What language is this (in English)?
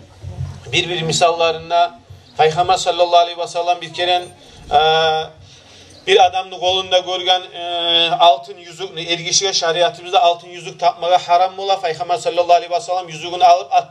Kumyk